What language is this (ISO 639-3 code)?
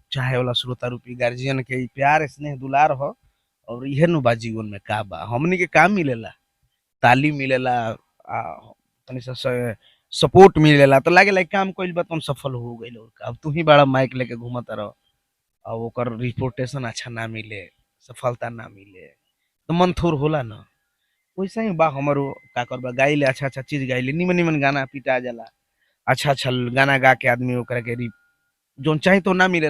bho